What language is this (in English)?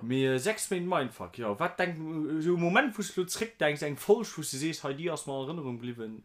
Luxembourgish